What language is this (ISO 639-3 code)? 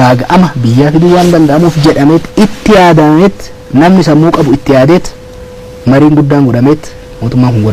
orm